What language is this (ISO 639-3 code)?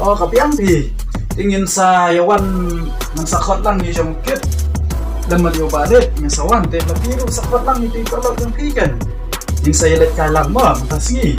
kha